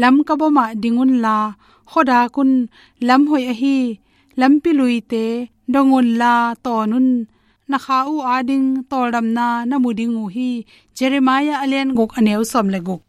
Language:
Tedim Chin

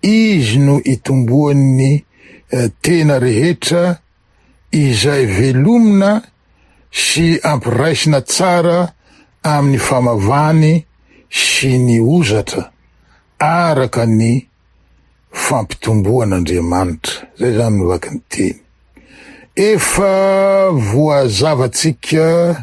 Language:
Malagasy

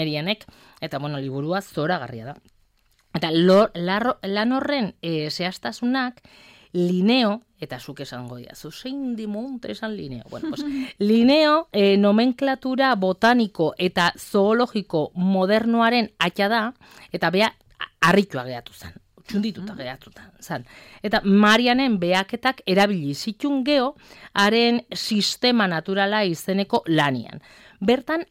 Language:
Basque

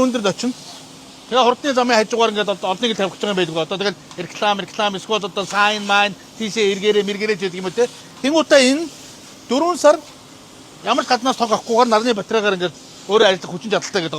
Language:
Mongolian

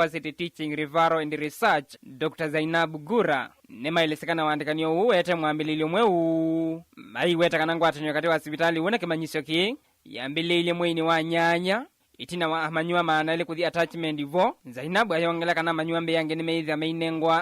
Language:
Kamba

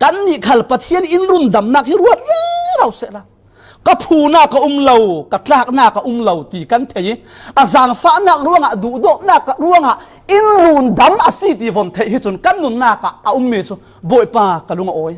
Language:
Falam Chin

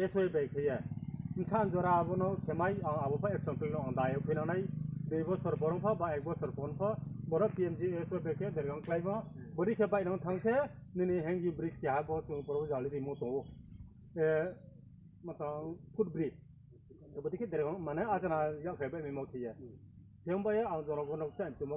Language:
Riang (India)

